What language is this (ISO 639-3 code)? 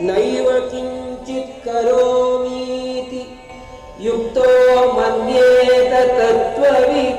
san